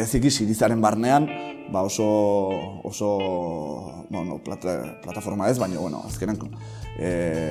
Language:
Basque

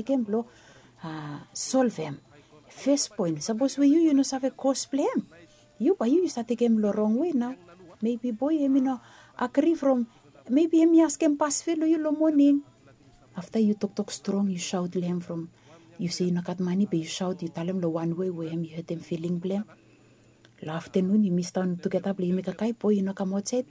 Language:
Bislama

